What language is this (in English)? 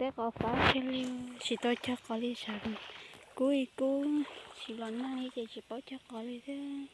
Hmong